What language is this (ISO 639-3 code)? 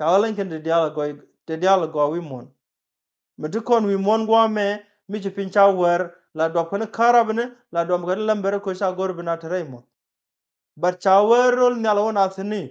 nus